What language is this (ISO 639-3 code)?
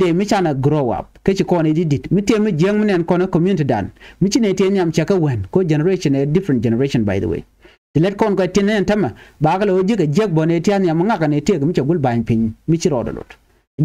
nus